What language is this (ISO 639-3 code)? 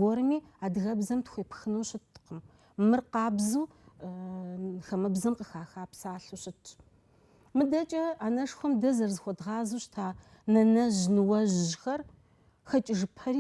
kbd